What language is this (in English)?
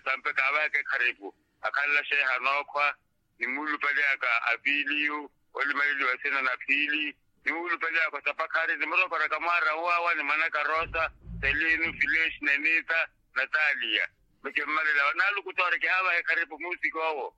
Makhuwa